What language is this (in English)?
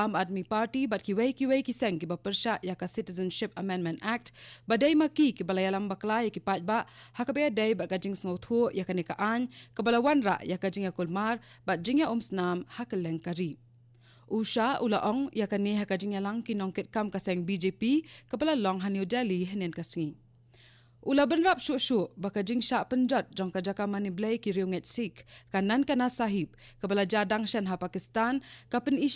Khasi